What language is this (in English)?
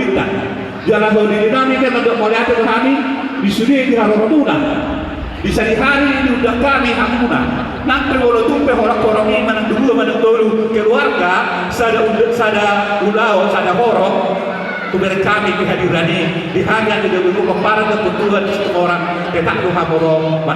Batak Toba